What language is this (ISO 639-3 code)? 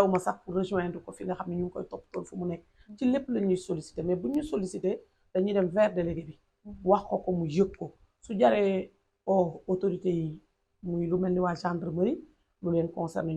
wol